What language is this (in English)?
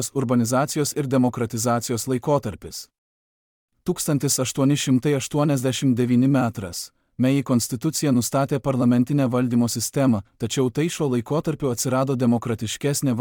Lithuanian